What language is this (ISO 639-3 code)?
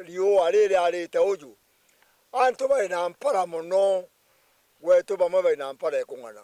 mer